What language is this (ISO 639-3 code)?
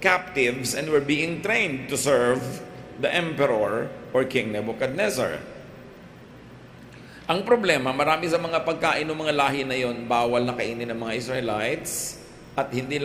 fil